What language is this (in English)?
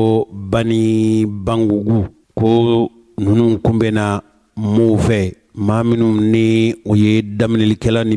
Bambara